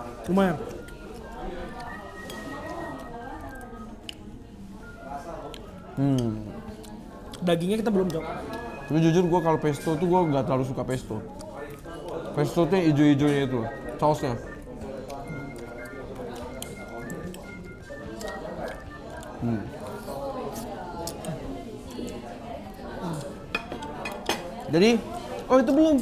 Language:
Indonesian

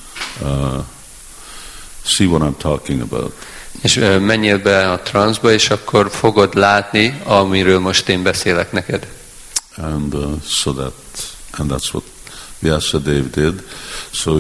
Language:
Hungarian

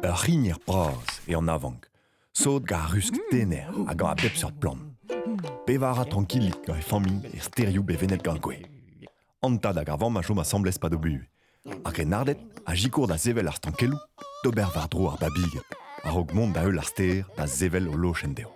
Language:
Breton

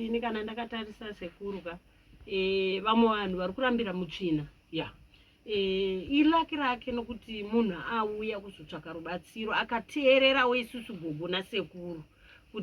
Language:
Shona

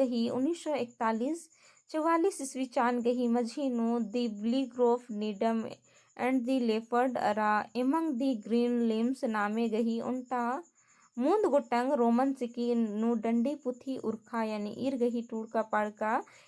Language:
Kurukh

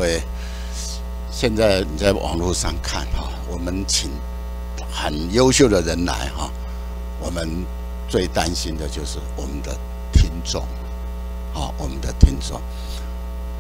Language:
Chinese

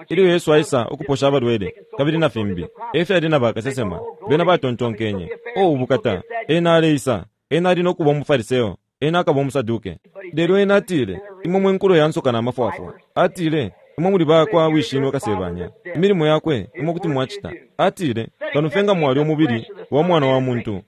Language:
Bemba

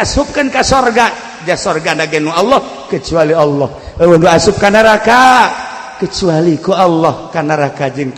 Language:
Sundanese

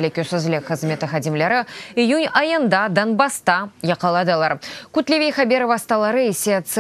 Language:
Crimean Tatar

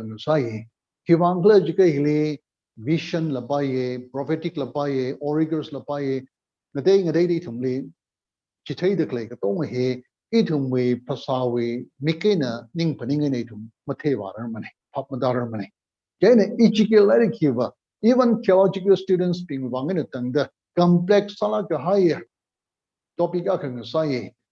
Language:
Tangkhul Naga (India)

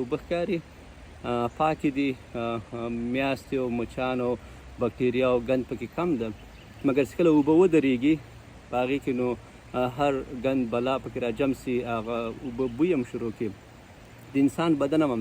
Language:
Pashto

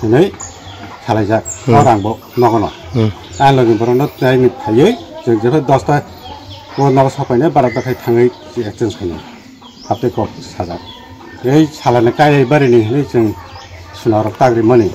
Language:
Kok Borok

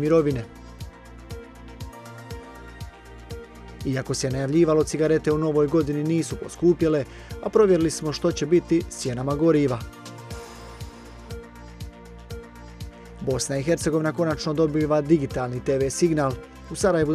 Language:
Croatian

